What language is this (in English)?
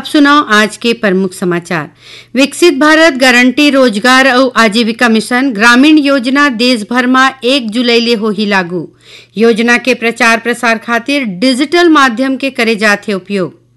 Chhattisgarhi